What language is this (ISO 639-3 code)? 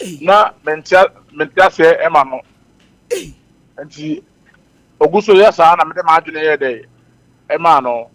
aka